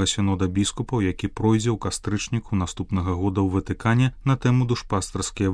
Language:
Belarusian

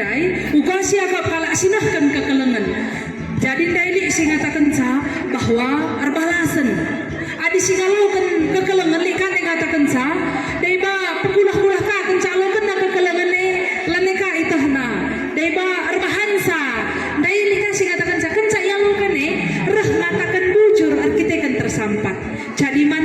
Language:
Batak Karo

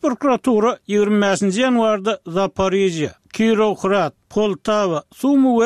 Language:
Turkmen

